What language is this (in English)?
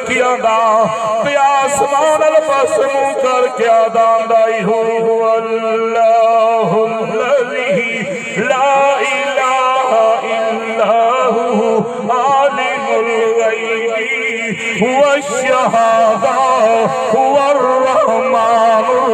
Saraiki